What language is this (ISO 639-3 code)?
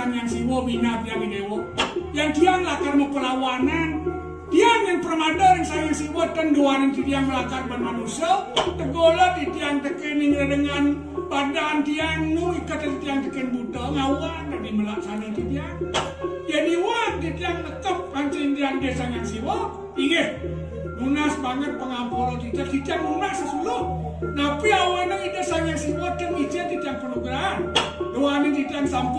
ban